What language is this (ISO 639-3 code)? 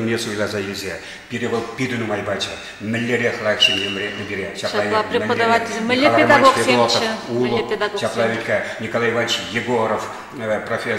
chv